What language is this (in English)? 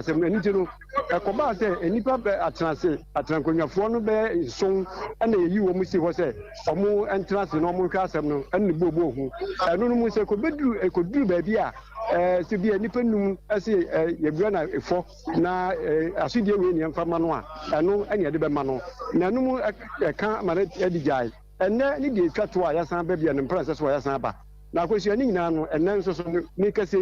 Akan